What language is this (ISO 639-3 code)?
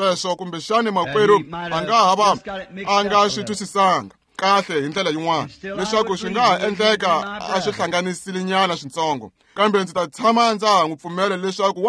tso